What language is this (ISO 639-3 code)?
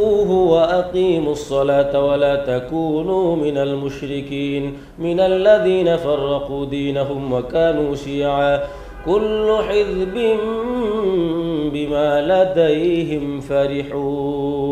ara